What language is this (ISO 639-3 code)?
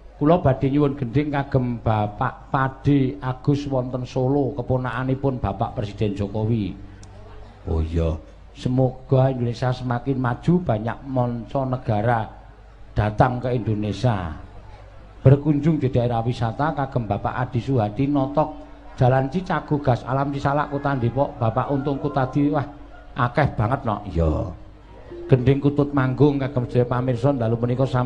jav